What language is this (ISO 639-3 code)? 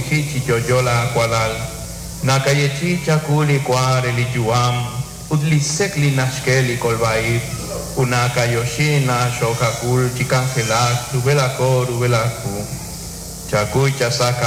kek